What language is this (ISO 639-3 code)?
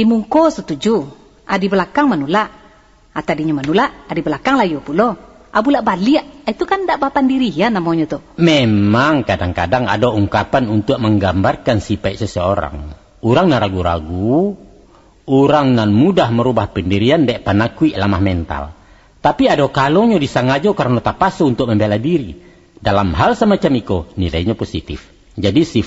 min